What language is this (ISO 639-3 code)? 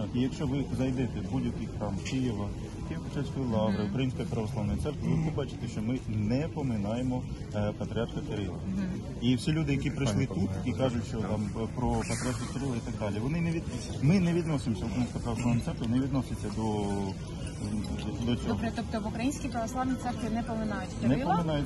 ukr